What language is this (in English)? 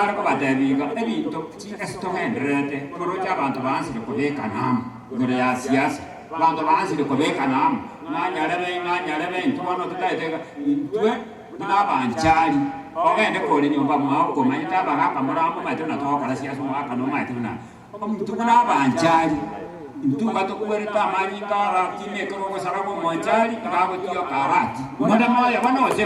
Gusii